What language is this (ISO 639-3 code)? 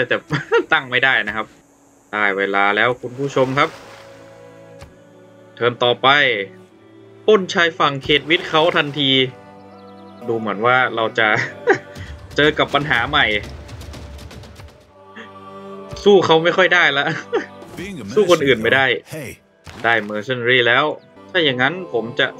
tha